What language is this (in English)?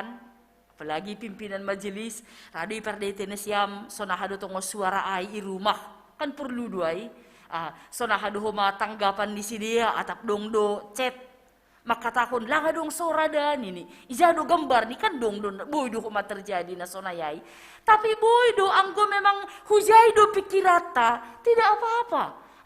Batak Simalungun